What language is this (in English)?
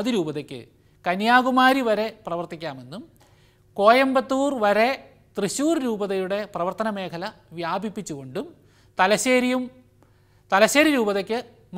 Malayalam